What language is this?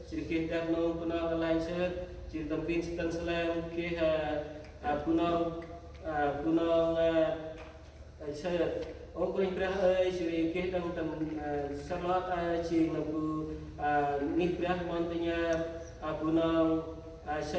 Central Mnong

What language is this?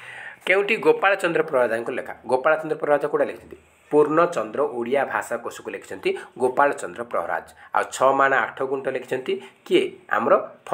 Odia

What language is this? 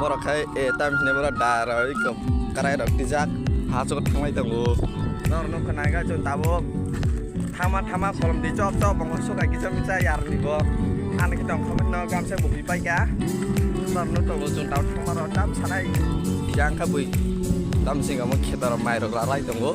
Kok Borok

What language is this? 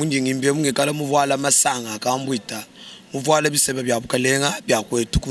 Luba-Lulua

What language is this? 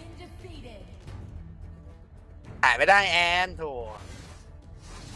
Thai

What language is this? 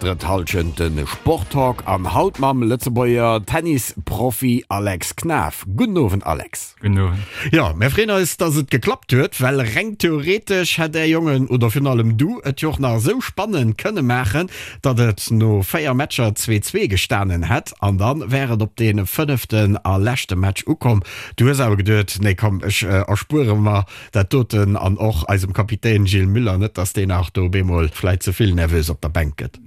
Luxembourgish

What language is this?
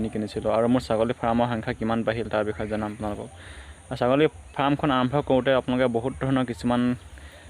Assamese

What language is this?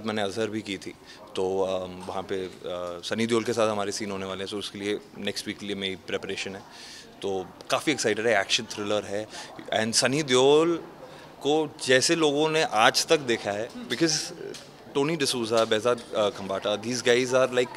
Hindi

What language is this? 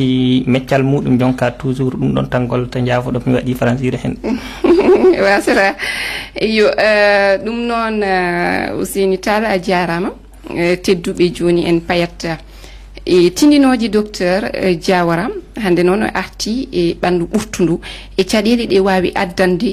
Fula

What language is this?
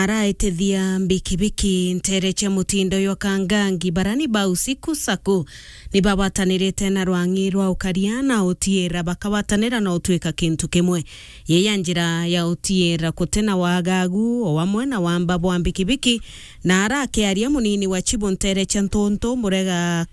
Meru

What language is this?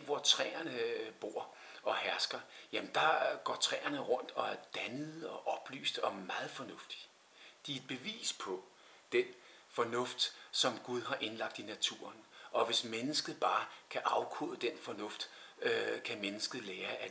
Danish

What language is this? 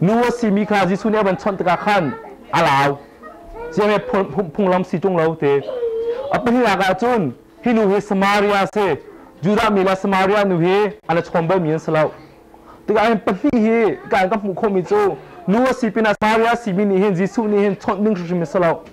Hakha Chin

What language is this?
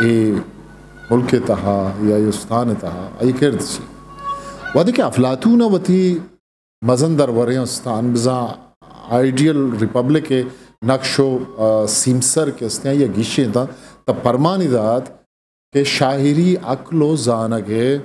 Eastern Balochi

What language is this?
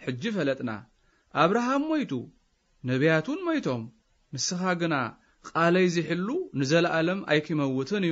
Tigrinya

